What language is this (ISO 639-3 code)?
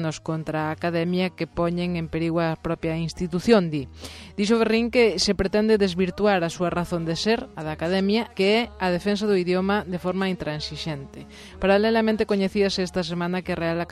glg